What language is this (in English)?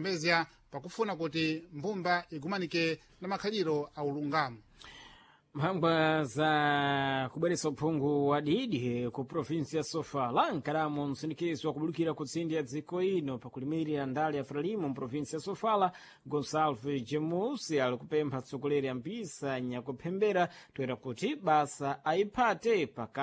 Sena